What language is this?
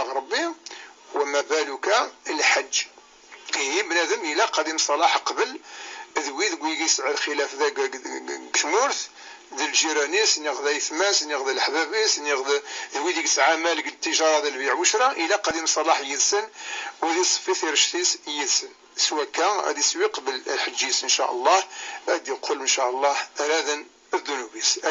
Kabyle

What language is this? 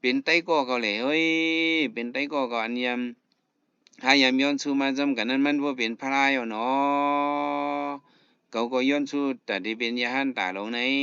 Shan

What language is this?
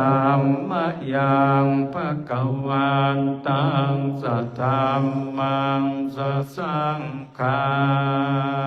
Pali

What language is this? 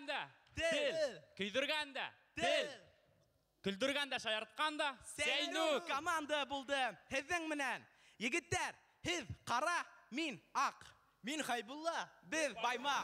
Bashkir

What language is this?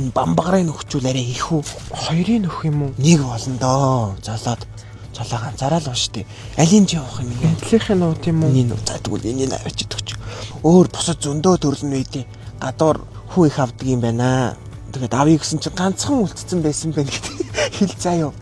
Mongolian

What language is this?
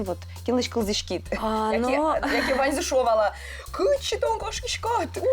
Udmurt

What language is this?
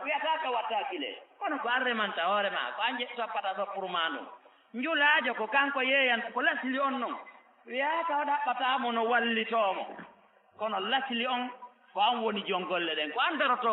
Fula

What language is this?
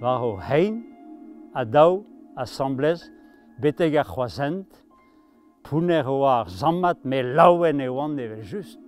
Breton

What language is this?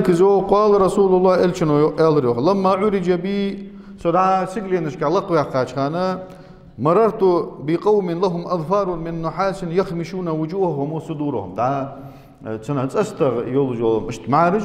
Ingush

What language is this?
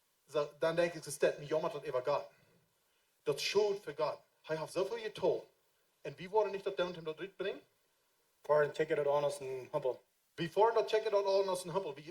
Plautdietsch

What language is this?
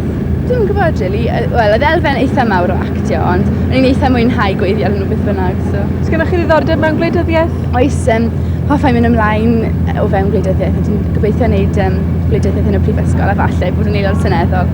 Welsh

